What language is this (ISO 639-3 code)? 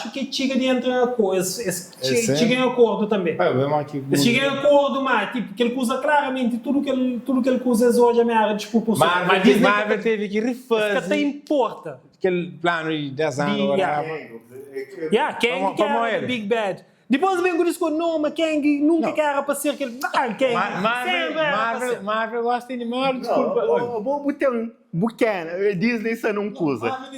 kea